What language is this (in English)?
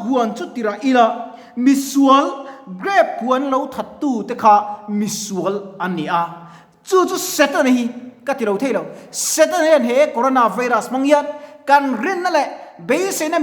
Mizo